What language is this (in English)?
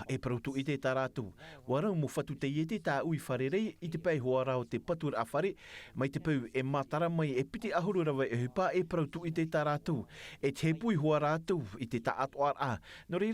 Tahitian